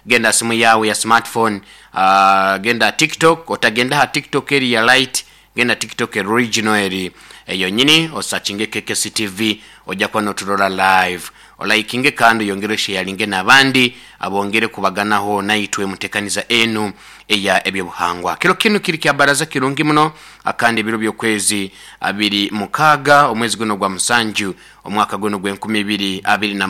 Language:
Nyoro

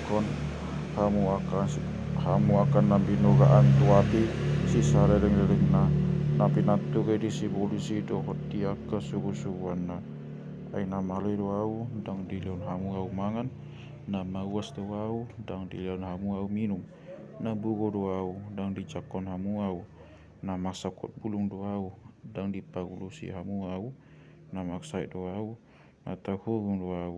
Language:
Batak Toba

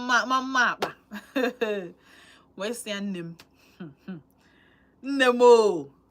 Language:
Igbo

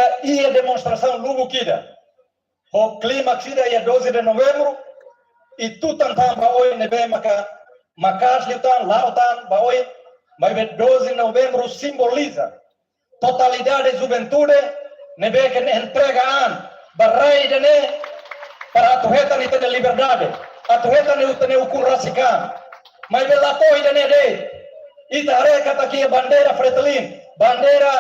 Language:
Tetum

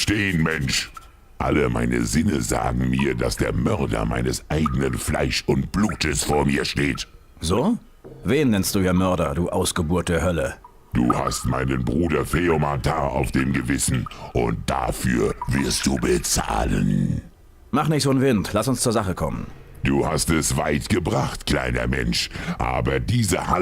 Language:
Bavarian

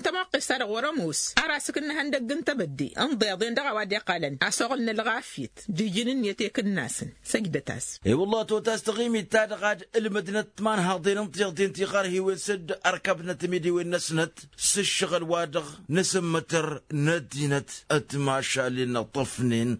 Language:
Tamasheq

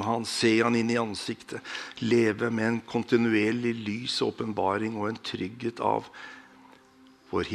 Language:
Norwegian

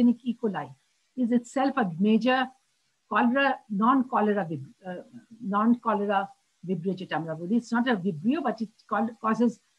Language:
Bangla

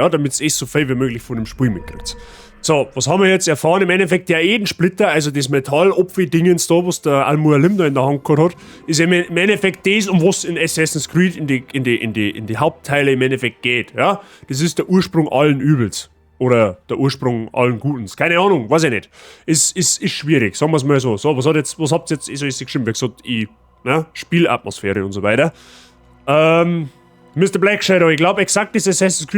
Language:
Bavarian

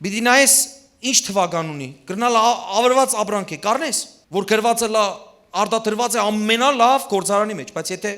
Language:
Western Armenian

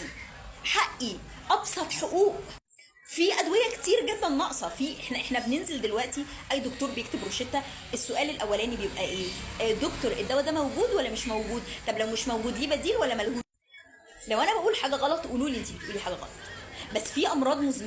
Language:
Egyptian Arabic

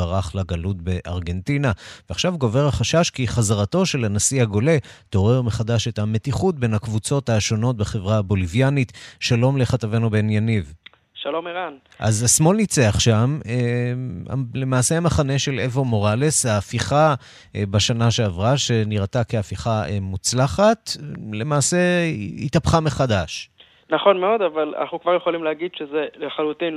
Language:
Hebrew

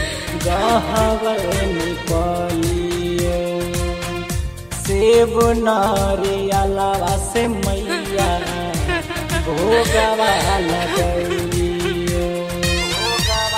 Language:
Bhojpuri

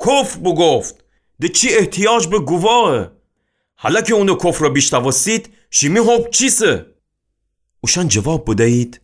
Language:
Gilaki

